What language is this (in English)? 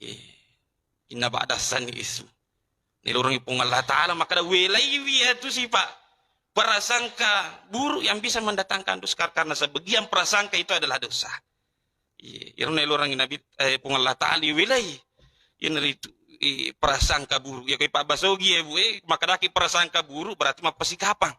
Buginese